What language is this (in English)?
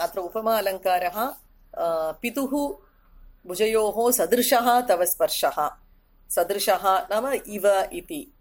Sanskrit